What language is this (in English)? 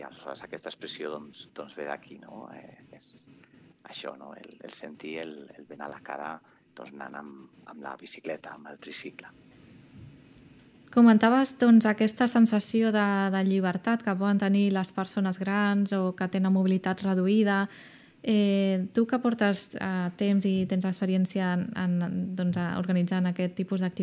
Catalan